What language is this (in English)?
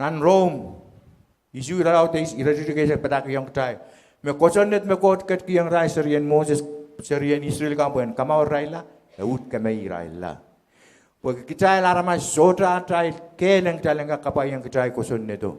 Pohnpeian